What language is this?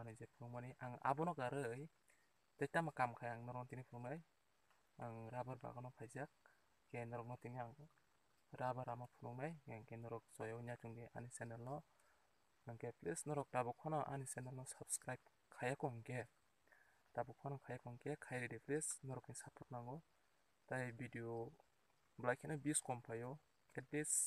Kok Borok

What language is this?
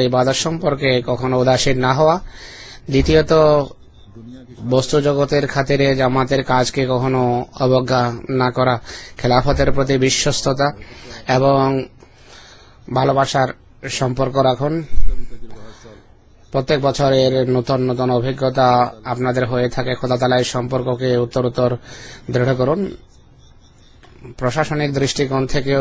Bangla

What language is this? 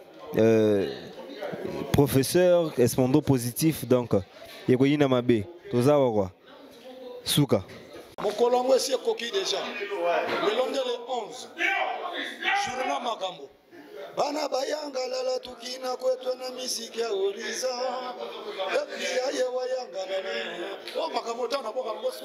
Lingala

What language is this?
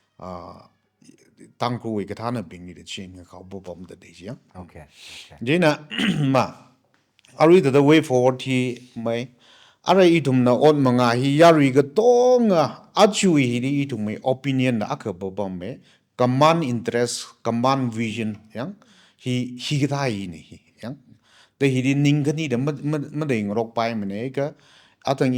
Tangkhul Naga (India)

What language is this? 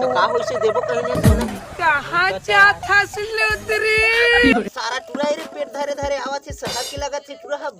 Chhattisgarhi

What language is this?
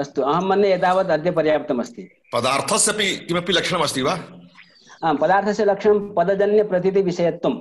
Sanskrit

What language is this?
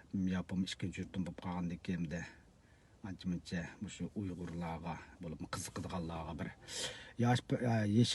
Uyghur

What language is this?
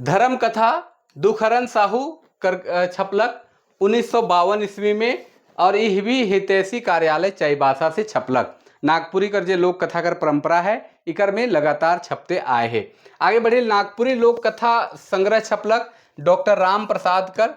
Sadri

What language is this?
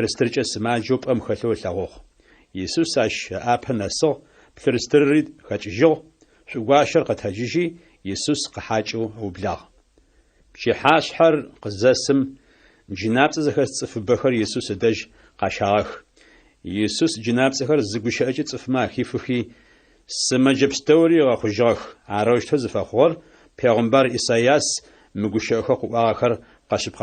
Adyghe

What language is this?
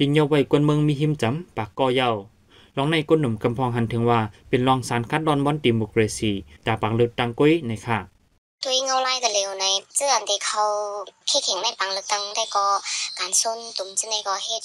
Shan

